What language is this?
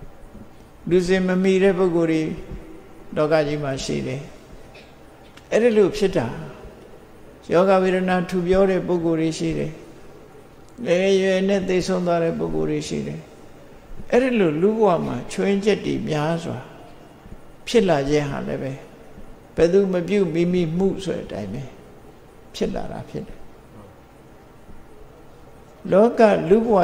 Burmese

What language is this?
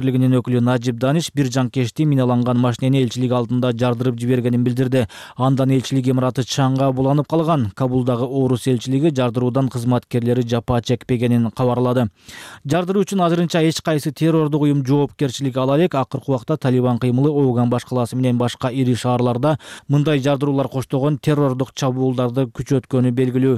Kyrgyz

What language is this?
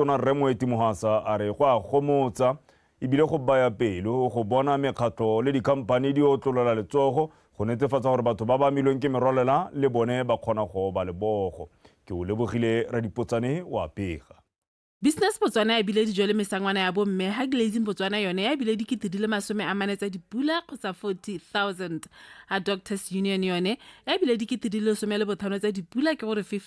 Tswana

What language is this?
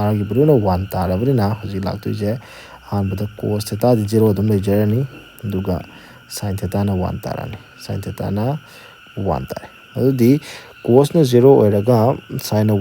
Manipuri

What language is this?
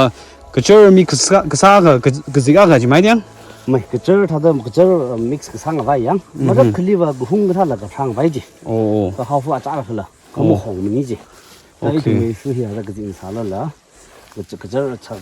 Tangkhul Naga (India)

